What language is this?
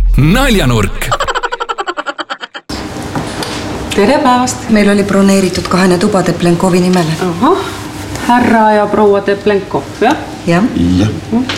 Estonian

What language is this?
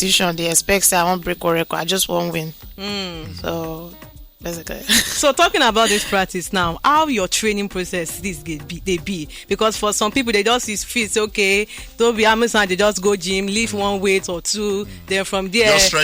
Nigerian Pidgin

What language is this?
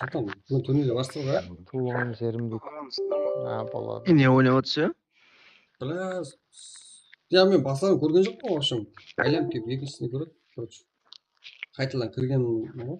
Kara-Kalpak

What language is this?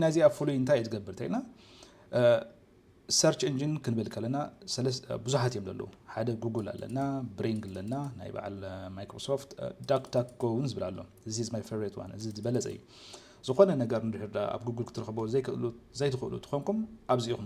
Tigrinya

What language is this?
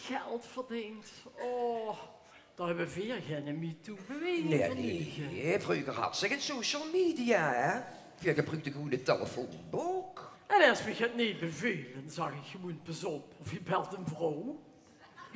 Limburgish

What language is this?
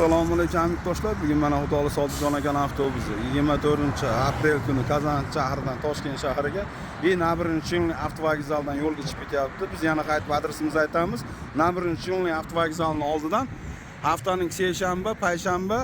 Uzbek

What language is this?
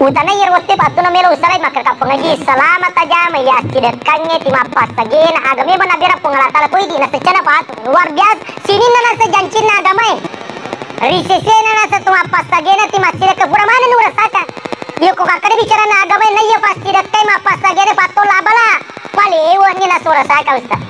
Buginese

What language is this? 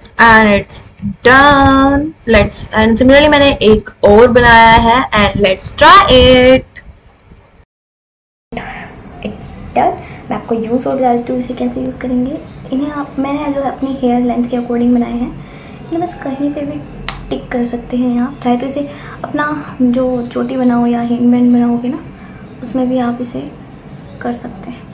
Hindi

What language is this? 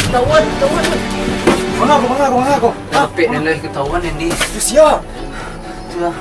Minangkabau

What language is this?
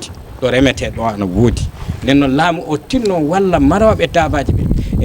Fula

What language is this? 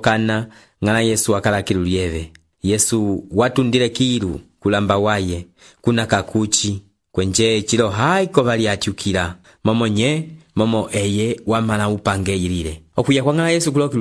Umbundu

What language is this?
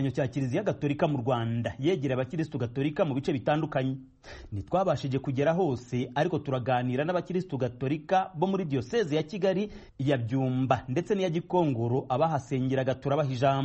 Kinyarwanda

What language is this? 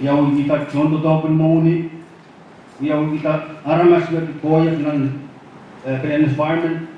Pohnpeian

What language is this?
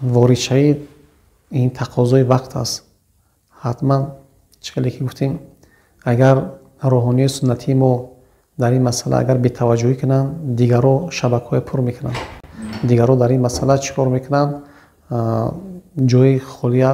Tajik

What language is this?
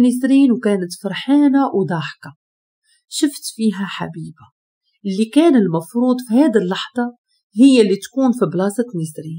Moroccan Arabic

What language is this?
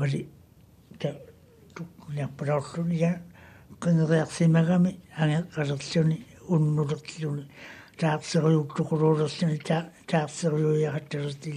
Māori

